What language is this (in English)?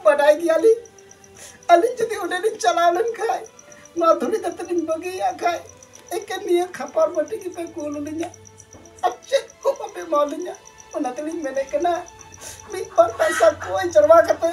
Santali